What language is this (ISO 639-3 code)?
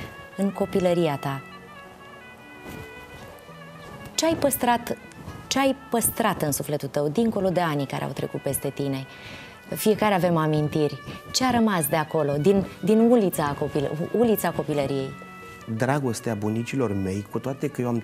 ron